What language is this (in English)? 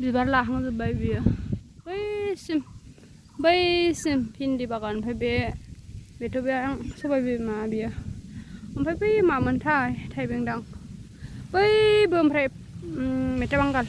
Bodo